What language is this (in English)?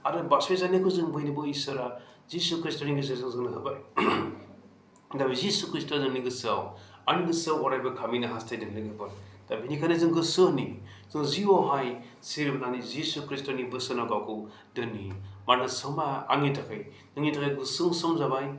Bodo